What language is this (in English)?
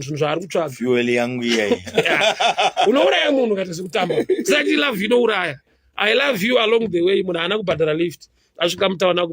Shona